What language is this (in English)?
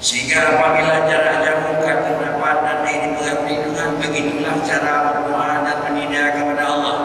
Achinese